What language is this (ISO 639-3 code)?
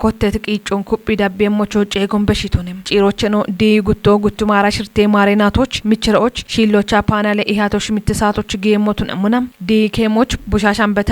kbr